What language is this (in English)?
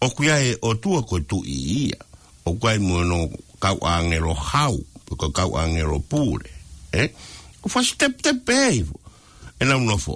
Tongan